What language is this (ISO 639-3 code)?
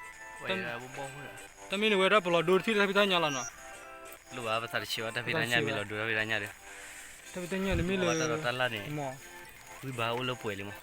ksw